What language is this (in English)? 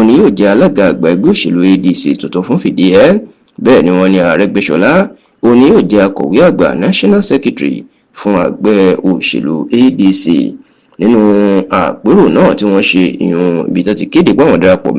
Yoruba